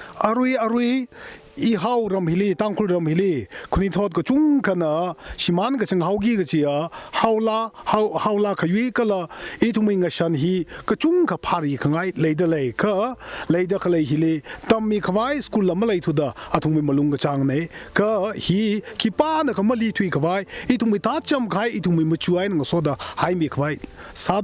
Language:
Tangkhul Naga (India)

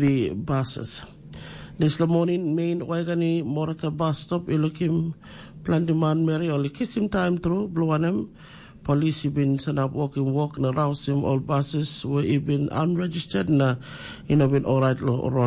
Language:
Tok Pisin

